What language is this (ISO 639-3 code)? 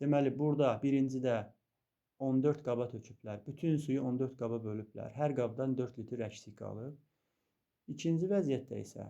aze